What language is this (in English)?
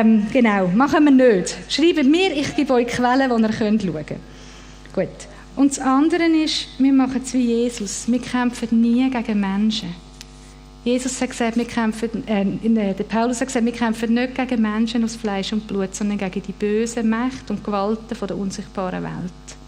Swiss German